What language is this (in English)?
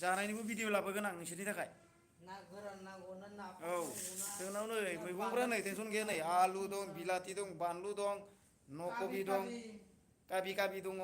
Bodo